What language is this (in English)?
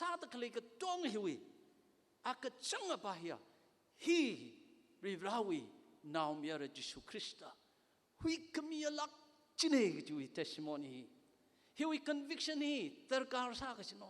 Tangkhul Naga (India)